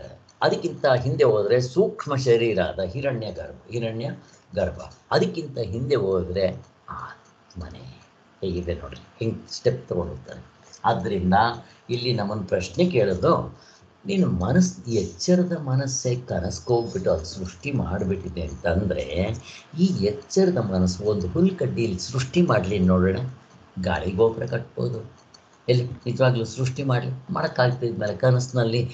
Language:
Kannada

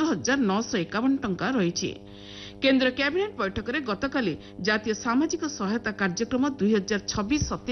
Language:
Odia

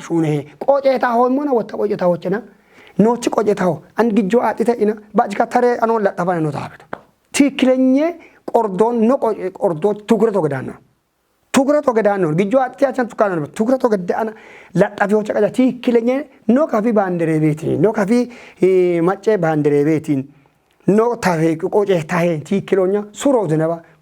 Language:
Kafa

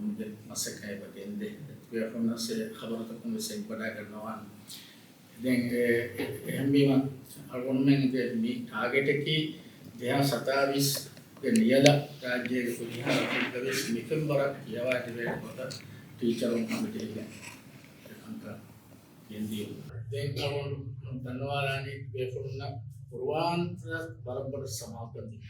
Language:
Divehi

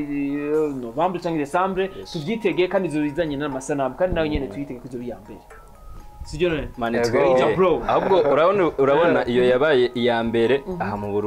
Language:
Rundi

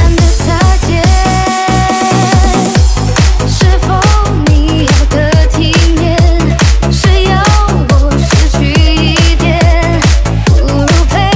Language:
Chinese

